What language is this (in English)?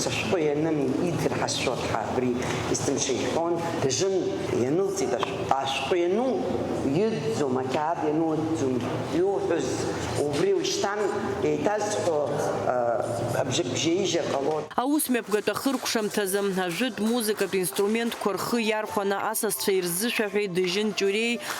Abkhazian